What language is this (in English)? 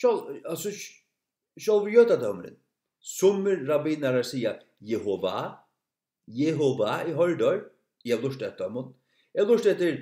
Faroese